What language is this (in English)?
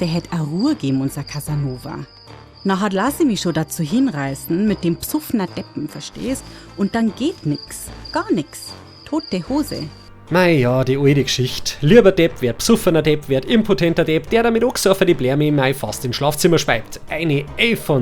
Bavarian